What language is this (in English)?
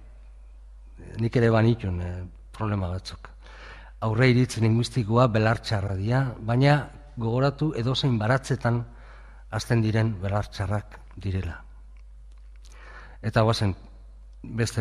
Basque